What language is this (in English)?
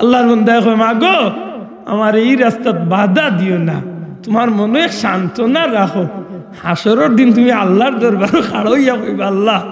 Sylheti